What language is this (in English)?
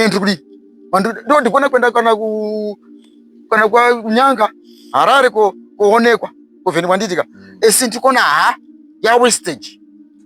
Shona